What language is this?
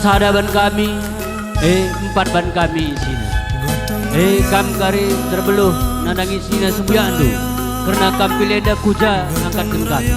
Batak Karo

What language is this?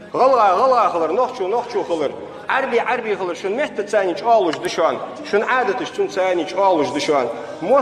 Chechen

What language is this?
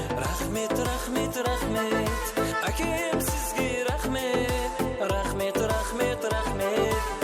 Kara-Kalpak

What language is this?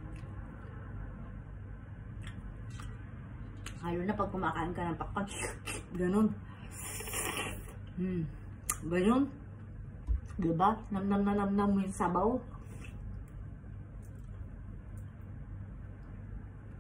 Filipino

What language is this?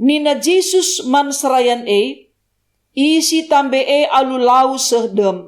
Batak Karo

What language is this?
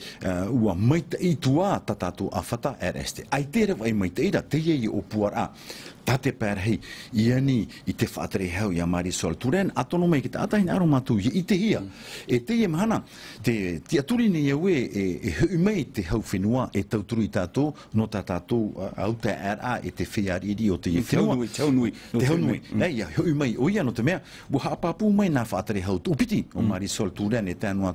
Tahitian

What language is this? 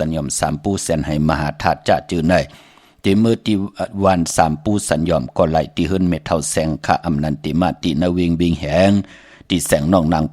Shan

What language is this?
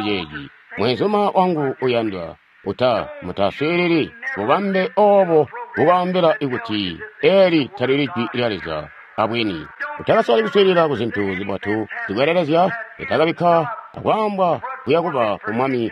Tonga (Zambia)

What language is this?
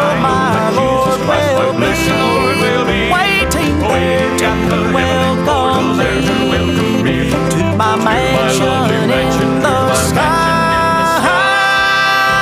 English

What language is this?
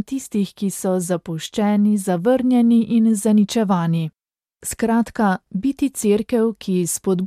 Slovenian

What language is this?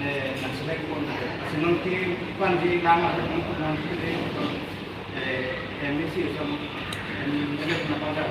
Karbi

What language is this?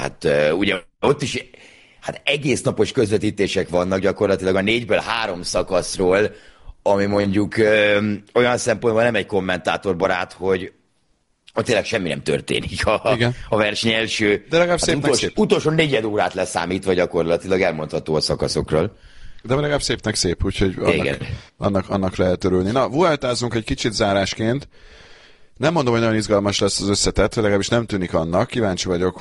Hungarian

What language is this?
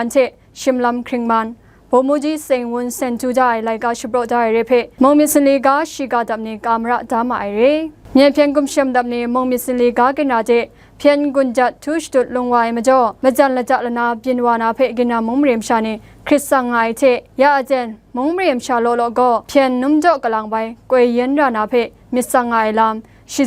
Kachin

